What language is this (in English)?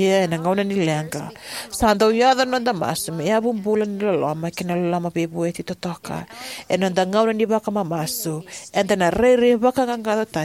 Fijian